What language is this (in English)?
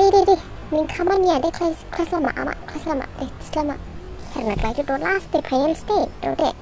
Dimasa